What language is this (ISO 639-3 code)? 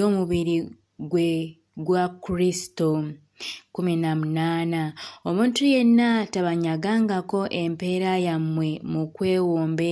lug